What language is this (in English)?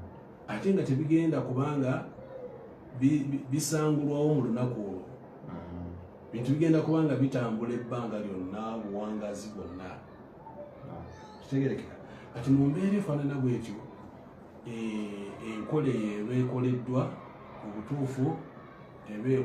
Ganda